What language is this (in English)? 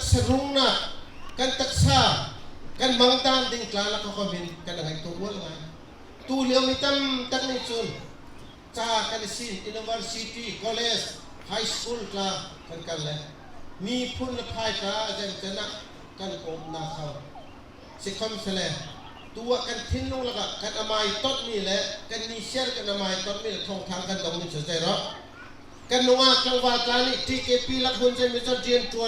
Bawm Chin